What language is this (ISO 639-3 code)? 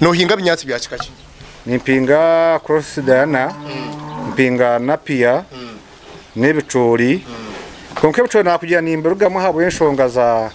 nyn